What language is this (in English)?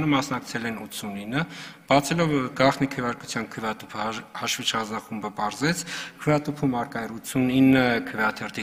Armenian